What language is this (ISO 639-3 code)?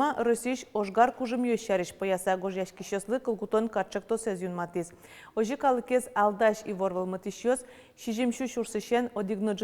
udm